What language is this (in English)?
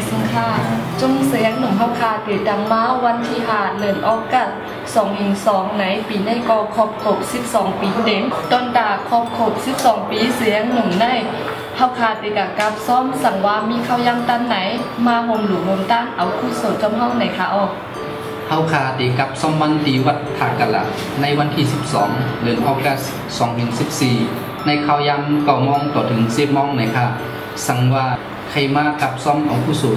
Shan